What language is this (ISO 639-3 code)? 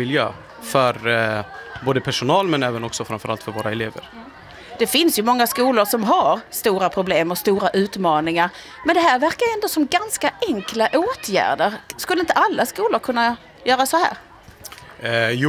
swe